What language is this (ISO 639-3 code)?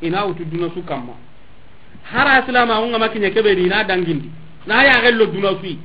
snk